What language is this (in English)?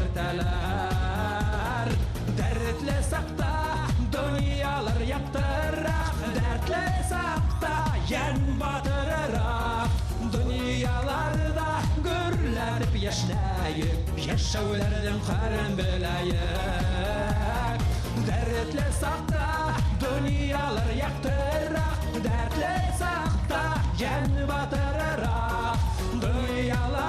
Bashkir